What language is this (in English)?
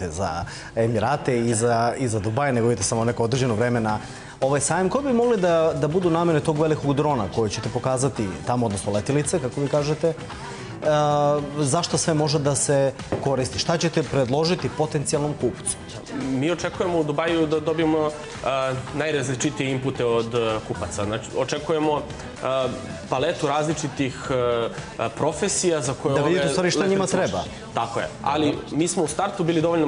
Serbian